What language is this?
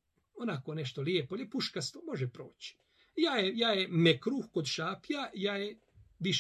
Bosnian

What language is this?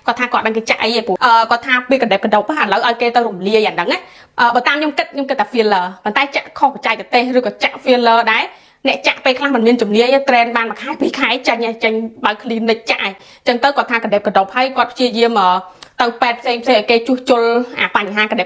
Khmer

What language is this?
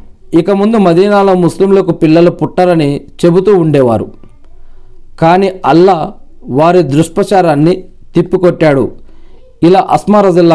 Telugu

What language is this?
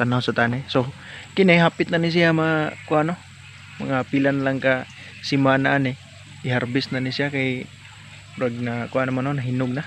Cebuano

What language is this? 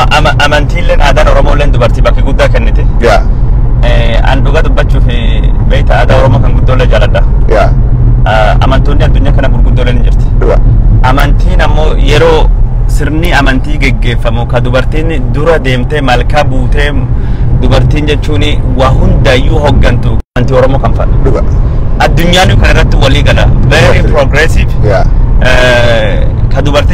Oromo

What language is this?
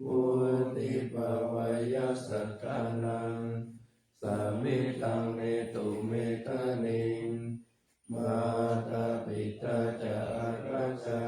Pali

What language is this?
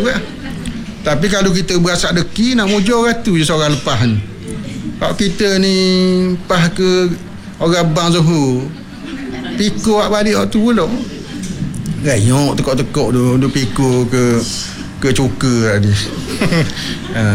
Malay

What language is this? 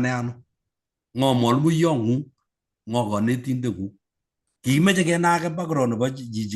Kalenjin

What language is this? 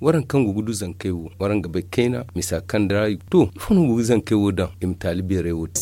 Zarma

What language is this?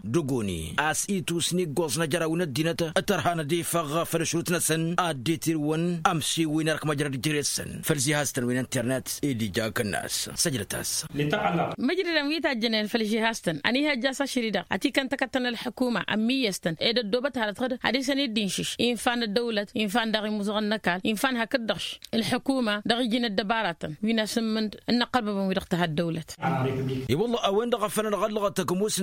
Tamasheq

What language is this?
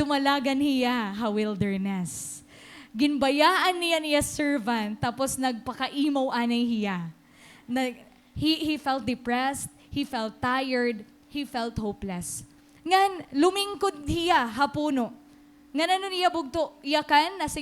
Waray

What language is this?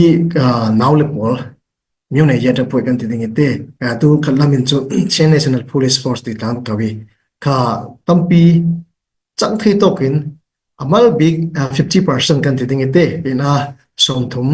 Falam Chin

